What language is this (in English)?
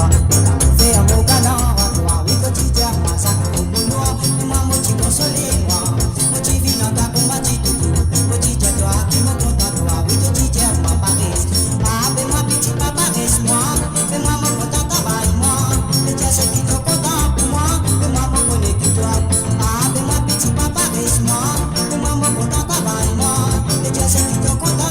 Morisyen